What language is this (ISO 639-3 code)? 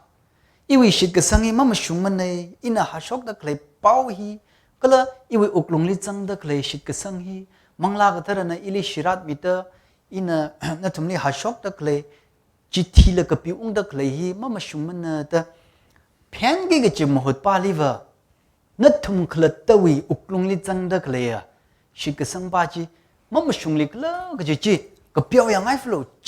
nmf